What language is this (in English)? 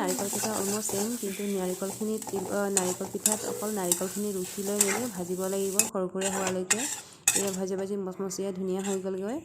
Assamese